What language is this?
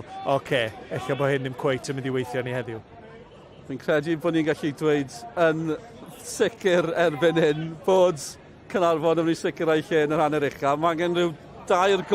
Welsh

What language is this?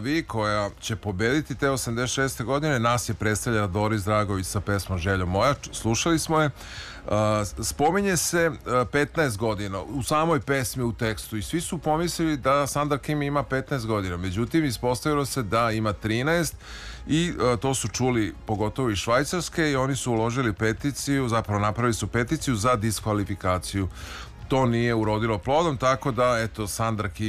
Serbian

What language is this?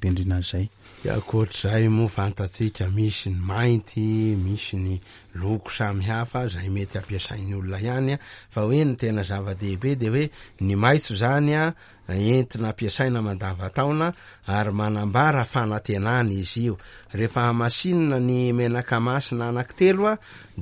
Malagasy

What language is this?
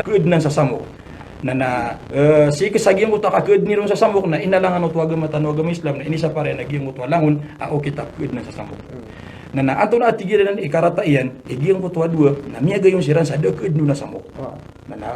Maranao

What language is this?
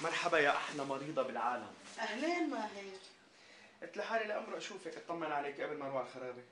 North Levantine Arabic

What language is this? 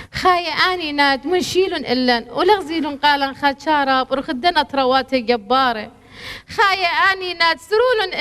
Assyrian Neo-Aramaic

